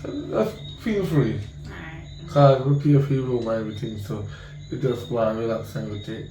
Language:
Jamaican Creole English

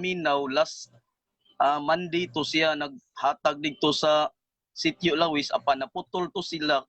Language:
Cebuano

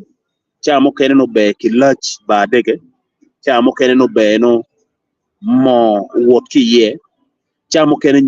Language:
Acoli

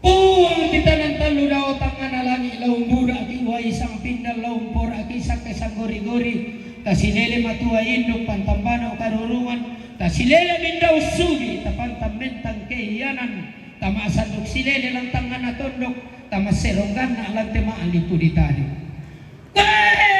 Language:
Toraja-Sa'dan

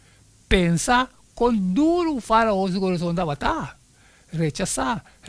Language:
Papiamento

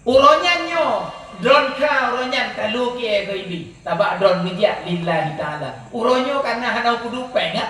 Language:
Achinese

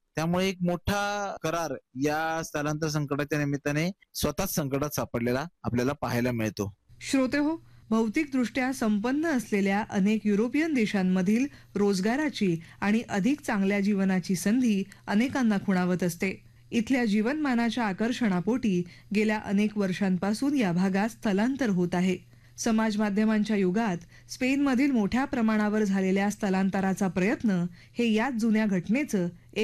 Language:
Marathi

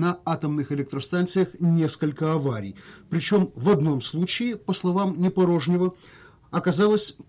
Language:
Russian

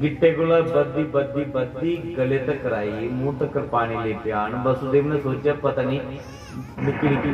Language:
Dogri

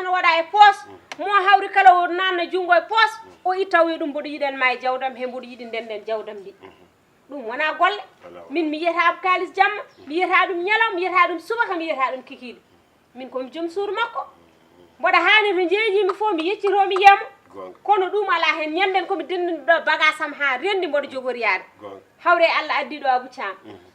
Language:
Fula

